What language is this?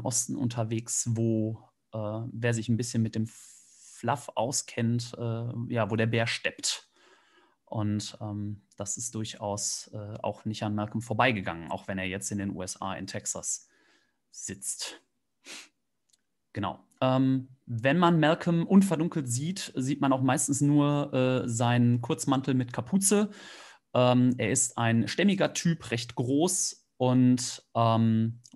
German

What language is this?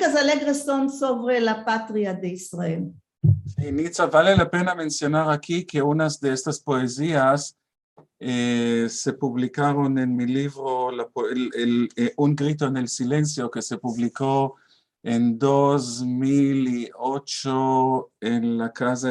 Ladino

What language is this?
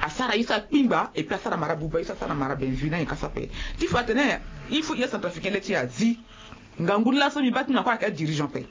Sango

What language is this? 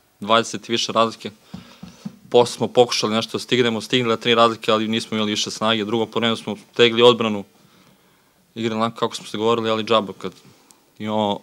Serbian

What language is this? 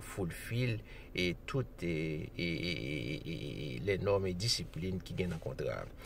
Haitian Creole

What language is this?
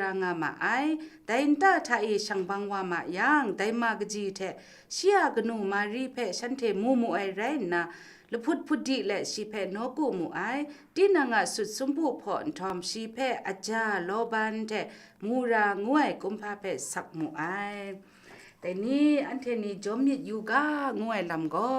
Kachin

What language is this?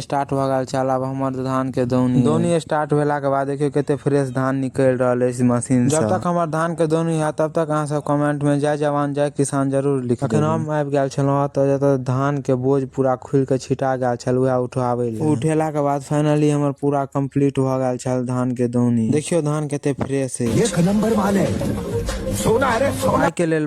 Maithili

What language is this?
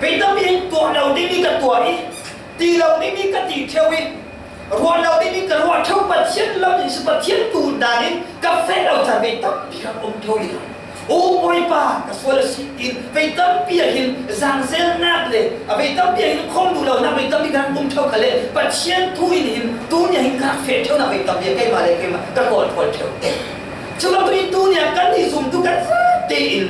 Falam Chin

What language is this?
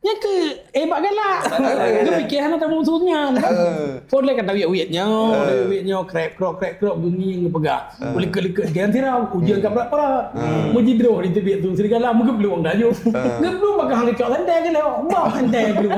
Achinese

